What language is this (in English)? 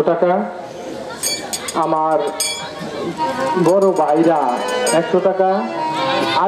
Bangla